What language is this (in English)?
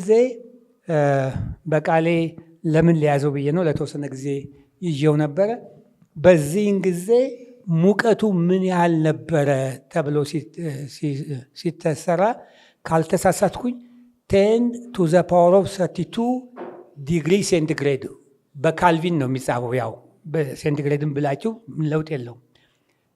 Amharic